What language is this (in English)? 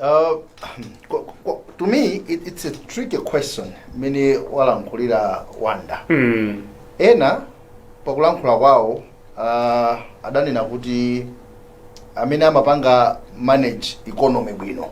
Nyanja